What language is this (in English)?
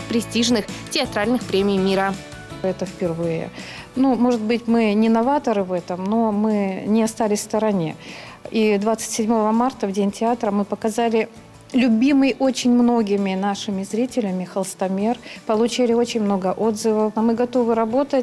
Russian